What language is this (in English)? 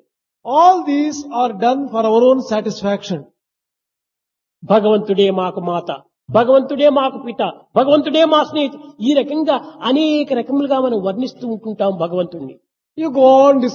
Telugu